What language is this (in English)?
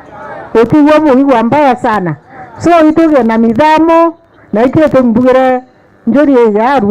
Meru